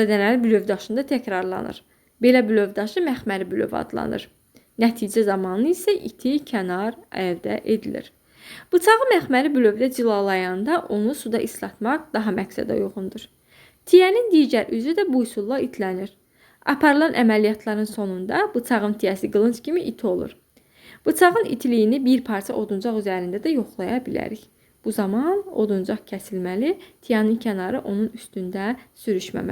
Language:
Azerbaijani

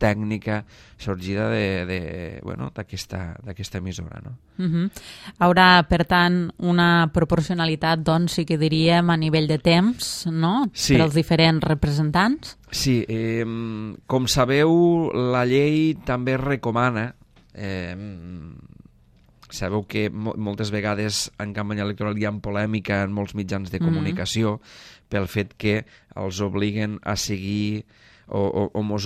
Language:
Catalan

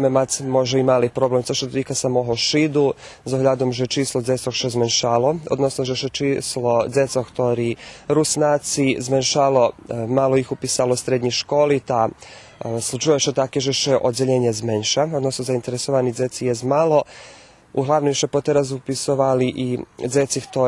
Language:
Rusyn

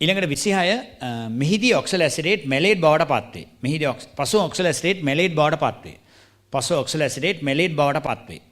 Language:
Sinhala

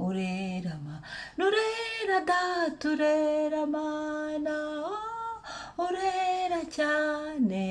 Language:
Kinyarwanda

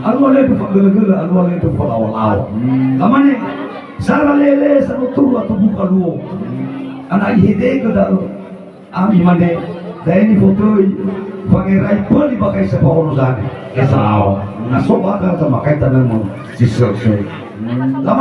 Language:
Nias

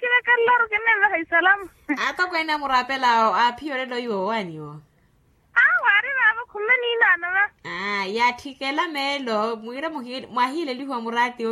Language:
Makhuwa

